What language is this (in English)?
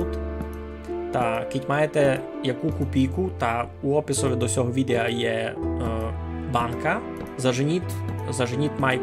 Rusyn